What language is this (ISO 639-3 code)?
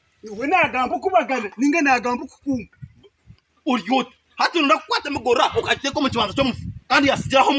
nyn